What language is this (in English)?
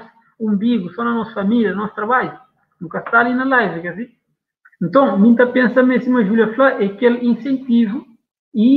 Kabuverdianu